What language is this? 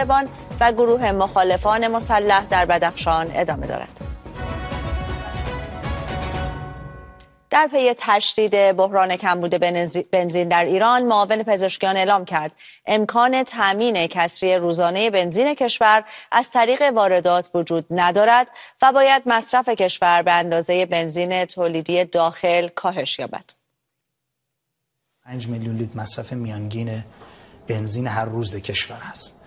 Persian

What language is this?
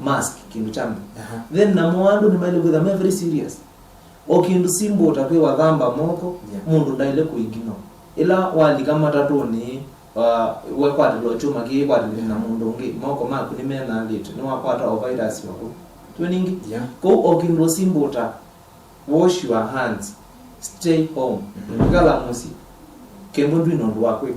Kamba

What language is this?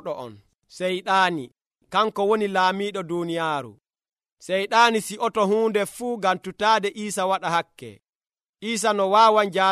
Nigerian Fulfulde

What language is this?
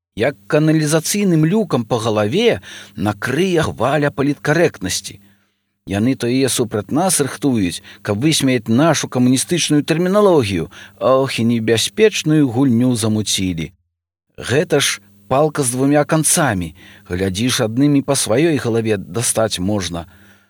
Belarusian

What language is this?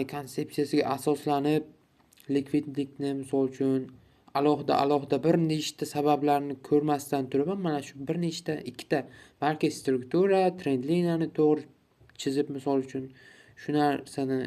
Uzbek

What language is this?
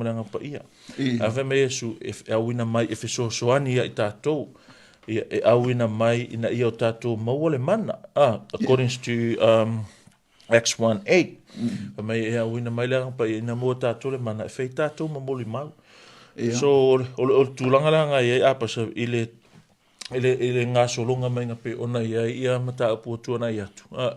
Samoan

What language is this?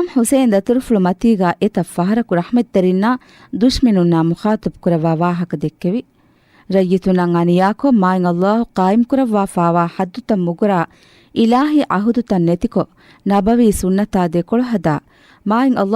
Divehi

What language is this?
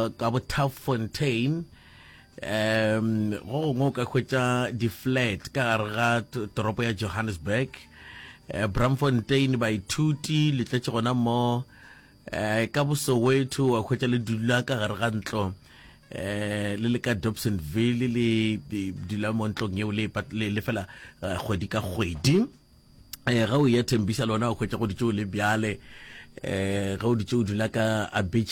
Northern Sotho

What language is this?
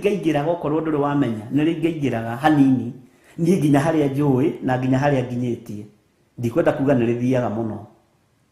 Kikuyu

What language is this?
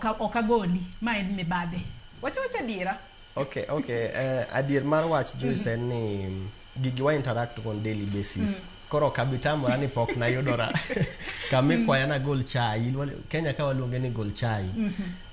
Luo (Kenya and Tanzania)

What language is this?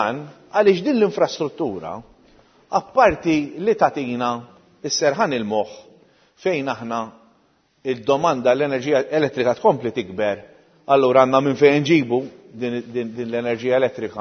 Maltese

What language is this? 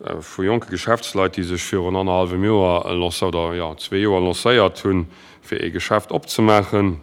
Luxembourgish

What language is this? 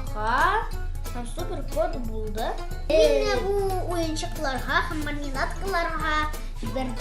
Tatar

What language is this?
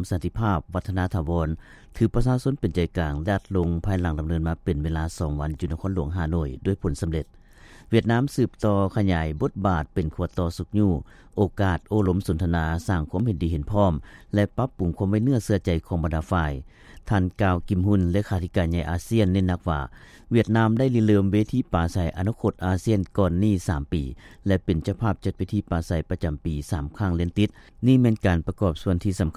Lao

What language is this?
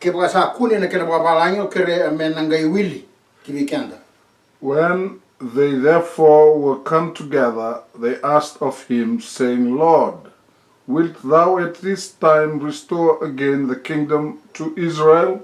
Fijian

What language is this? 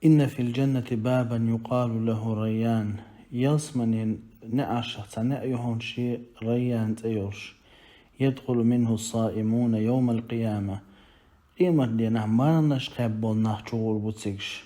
Chechen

